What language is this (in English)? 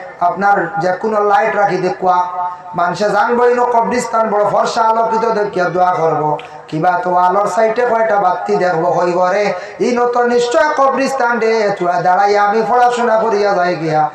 Sylheti